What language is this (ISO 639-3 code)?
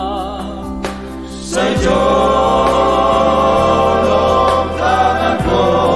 bts